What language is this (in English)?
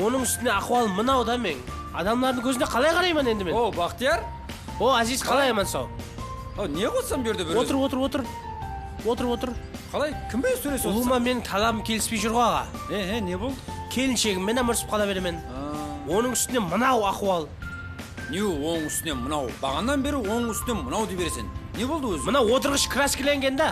Kara-Kalpak